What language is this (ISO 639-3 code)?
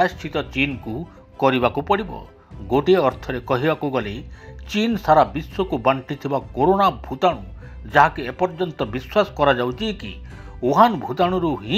ori